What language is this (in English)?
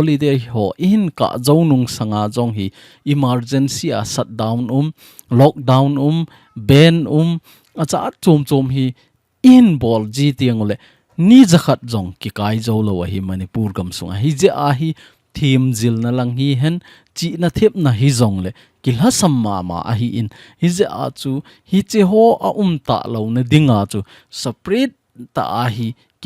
Thado Chin